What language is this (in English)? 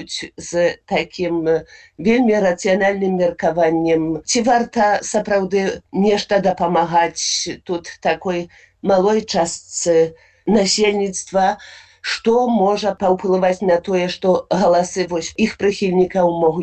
Belarusian